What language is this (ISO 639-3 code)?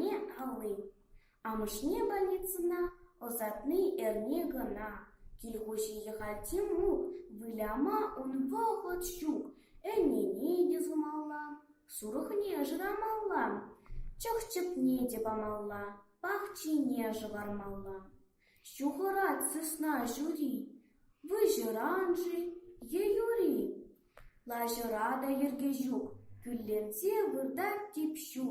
chv